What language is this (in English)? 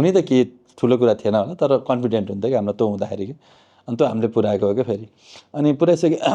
Nepali